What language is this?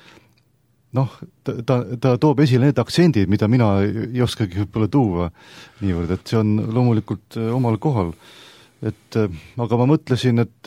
Estonian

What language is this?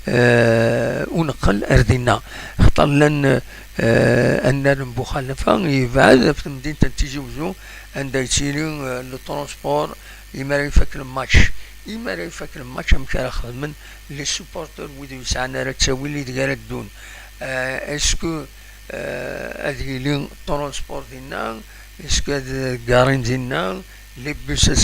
Kabyle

